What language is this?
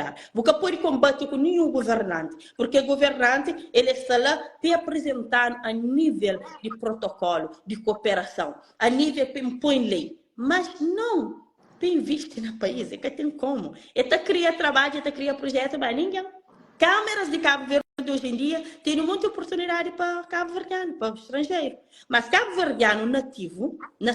Kabuverdianu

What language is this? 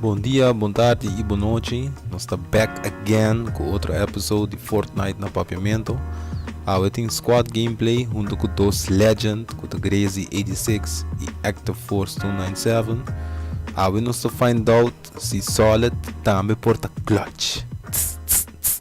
Papiamento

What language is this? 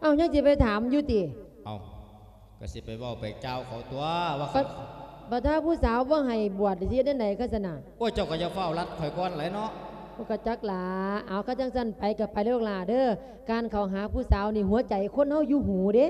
Lao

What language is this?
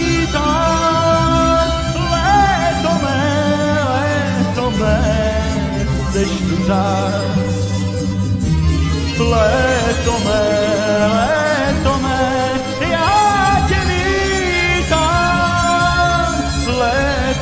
Czech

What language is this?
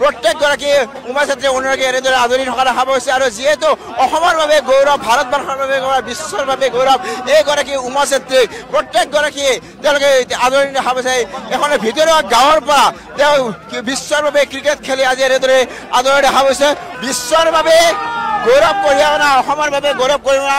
Assamese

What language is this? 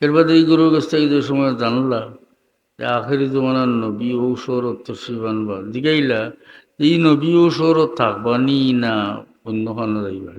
Sylheti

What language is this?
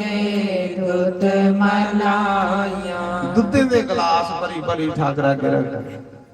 Dogri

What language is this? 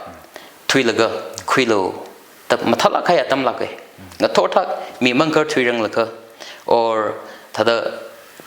Tangkhul Naga (India)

